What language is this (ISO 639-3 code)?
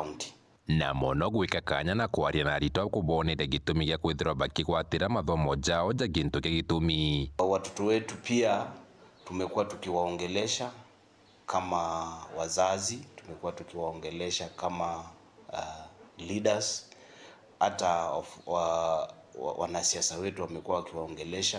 mer